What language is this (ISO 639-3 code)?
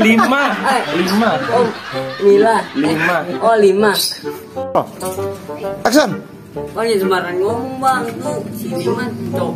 bew